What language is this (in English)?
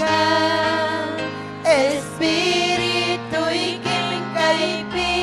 Ayacucho Quechua